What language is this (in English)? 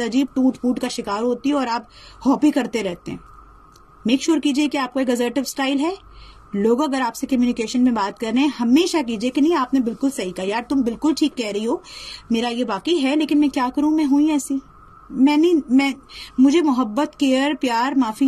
Urdu